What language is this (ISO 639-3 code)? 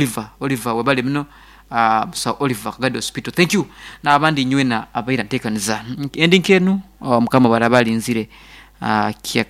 nyn